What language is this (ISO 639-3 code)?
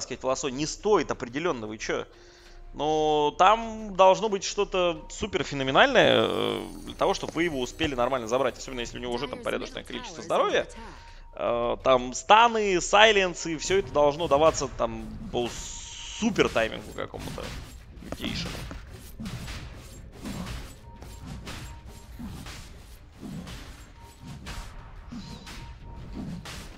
rus